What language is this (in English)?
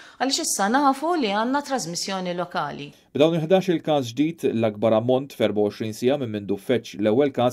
Maltese